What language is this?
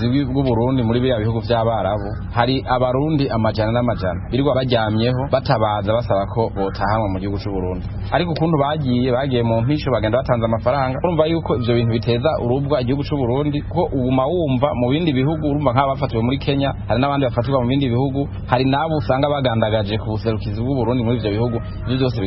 Rundi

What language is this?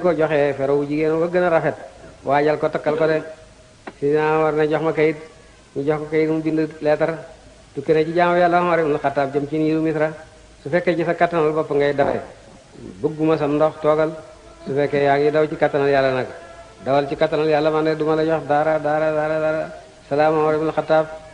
Wolof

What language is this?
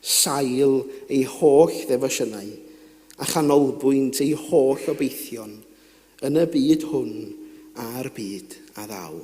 Welsh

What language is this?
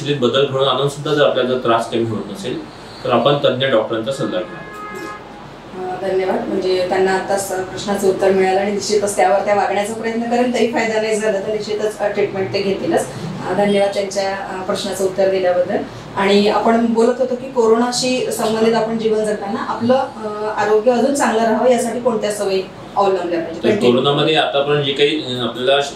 Marathi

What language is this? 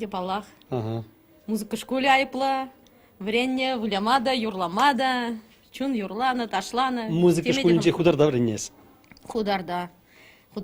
Chuvash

